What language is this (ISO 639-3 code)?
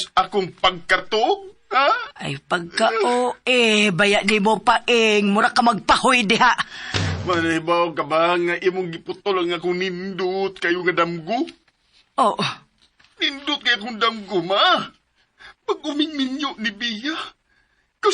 ceb